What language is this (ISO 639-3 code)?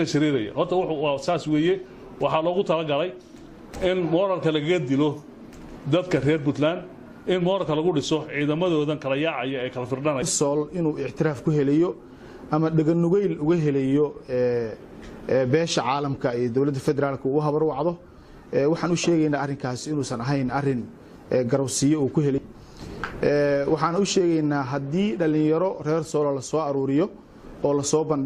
som